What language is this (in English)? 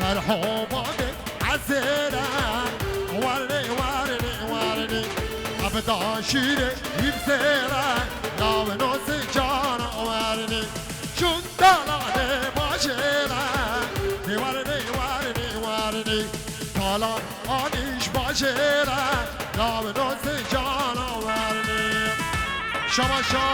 Kurdish